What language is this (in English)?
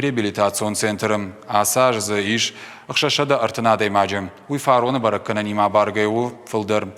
Ossetic